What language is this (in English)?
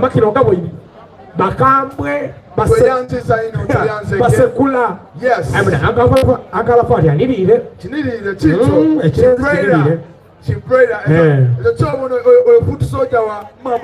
Soga